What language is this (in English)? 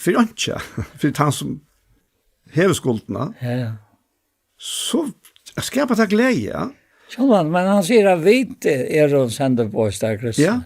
Faroese